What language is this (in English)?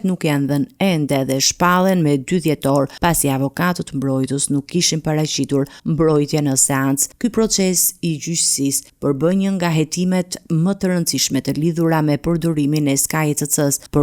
Albanian